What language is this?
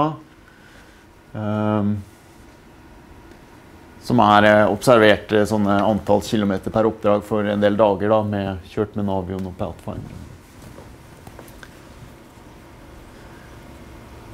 Norwegian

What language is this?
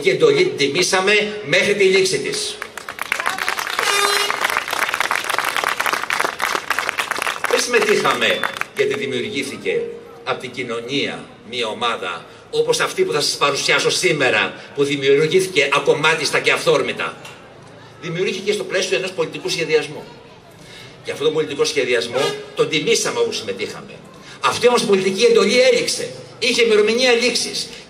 Greek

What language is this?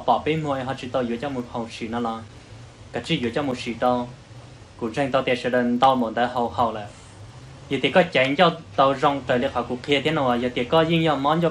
Hmong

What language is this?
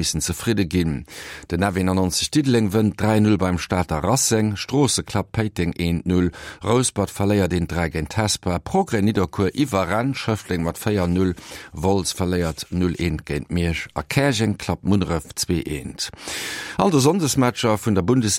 Luxembourgish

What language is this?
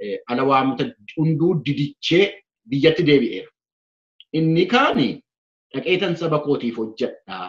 Oromo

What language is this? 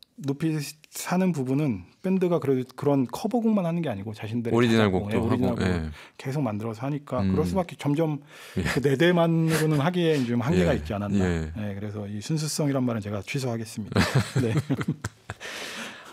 Korean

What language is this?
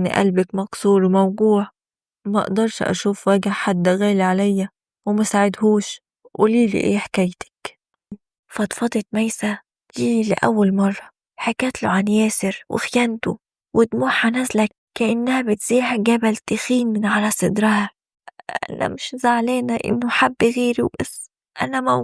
Egyptian Arabic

